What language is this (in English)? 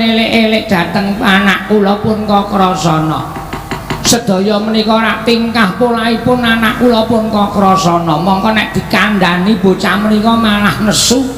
Javanese